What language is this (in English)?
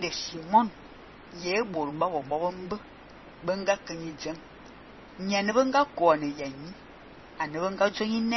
Fang